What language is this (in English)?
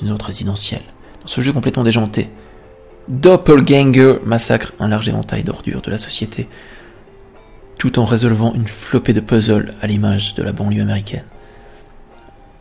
French